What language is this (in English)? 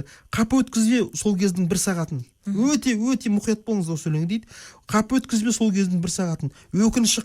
Kazakh